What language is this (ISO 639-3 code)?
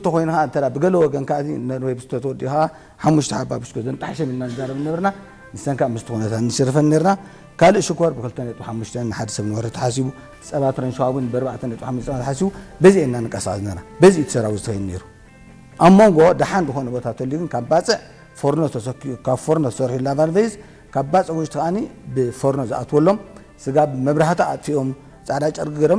tir